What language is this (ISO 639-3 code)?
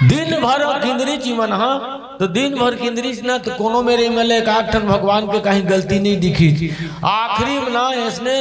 hne